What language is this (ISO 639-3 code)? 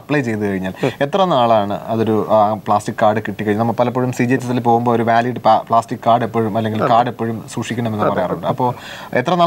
mal